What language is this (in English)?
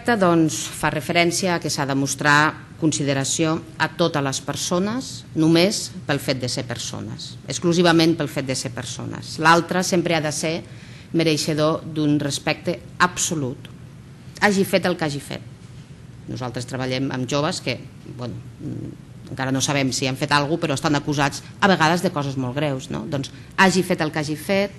Catalan